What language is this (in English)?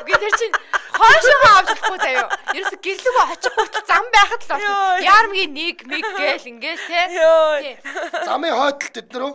Mongolian